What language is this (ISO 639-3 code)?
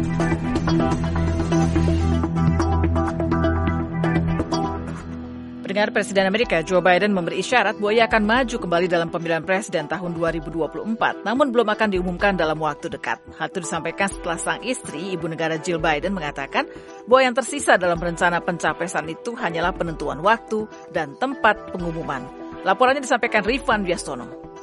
ind